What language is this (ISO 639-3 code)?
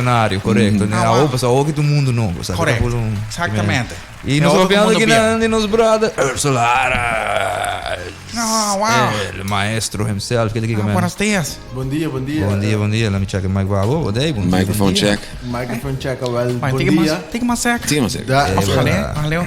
pap